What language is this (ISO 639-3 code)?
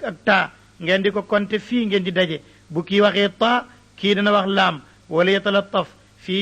wol